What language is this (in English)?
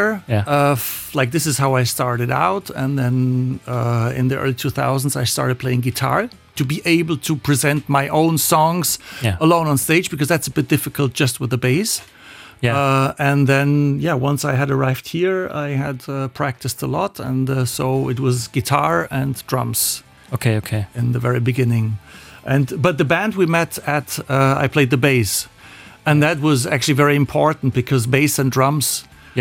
Luxembourgish